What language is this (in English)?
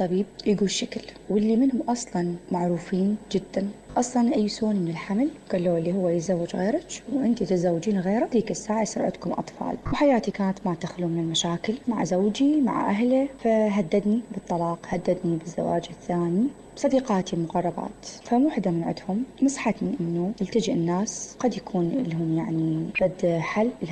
Mesopotamian Arabic